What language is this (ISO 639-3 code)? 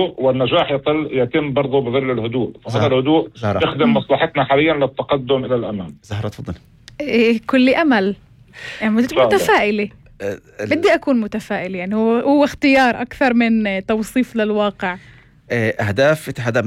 apc